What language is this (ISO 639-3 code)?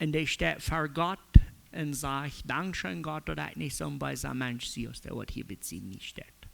pdt